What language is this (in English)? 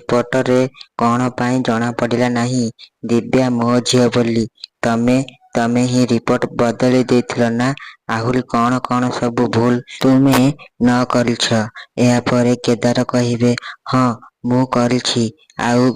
Odia